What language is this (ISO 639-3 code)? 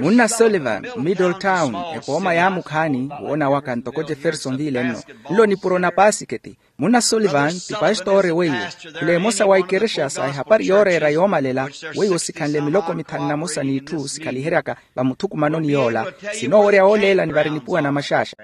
vmw